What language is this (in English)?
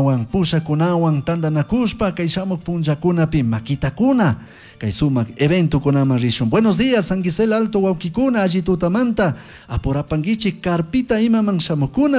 Chimborazo Highland Quichua